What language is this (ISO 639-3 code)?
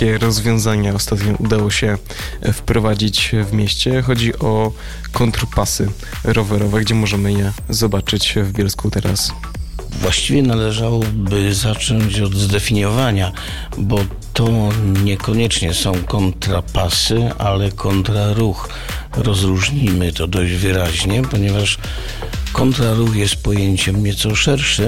pol